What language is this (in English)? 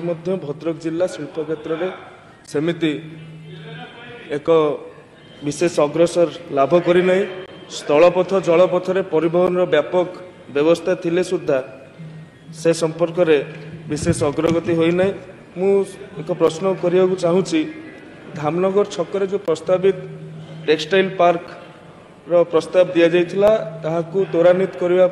Odia